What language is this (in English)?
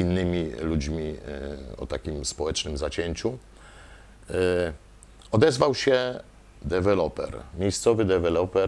Polish